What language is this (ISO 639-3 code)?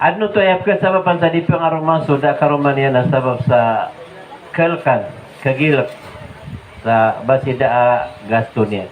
mrw